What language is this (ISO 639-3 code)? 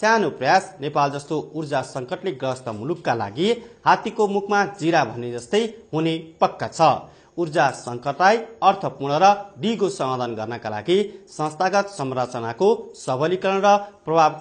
nep